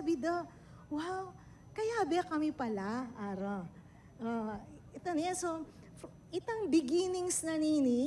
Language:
Pampanga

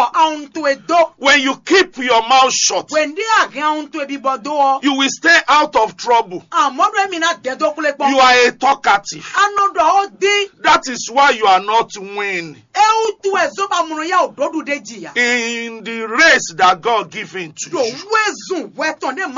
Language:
Fon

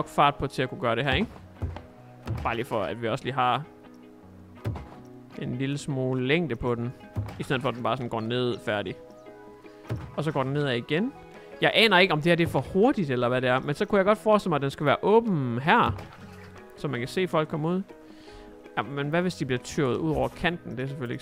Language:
Danish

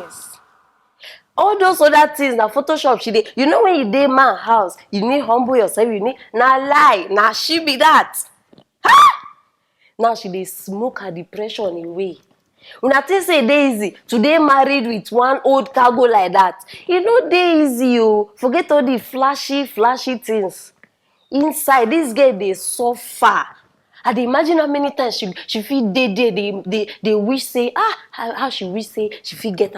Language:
Nigerian Pidgin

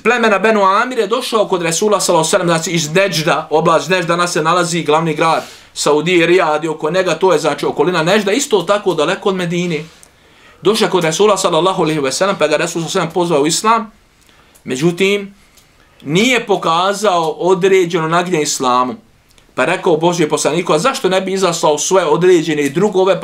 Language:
Bosnian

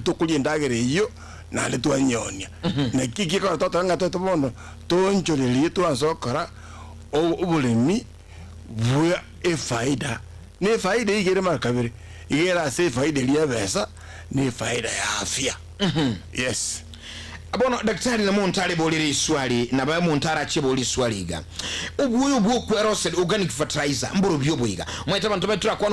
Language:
Gusii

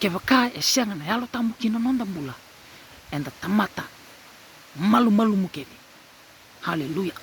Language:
Fijian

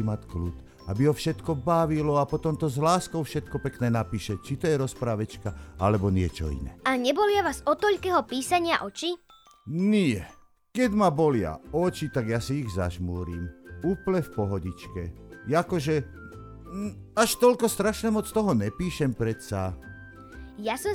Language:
Slovak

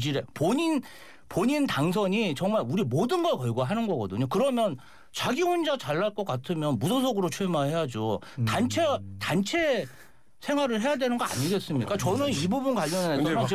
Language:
Korean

